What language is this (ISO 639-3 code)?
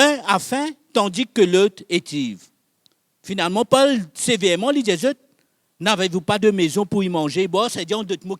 mfe